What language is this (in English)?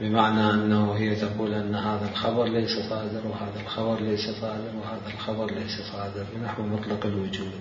Mesopotamian Arabic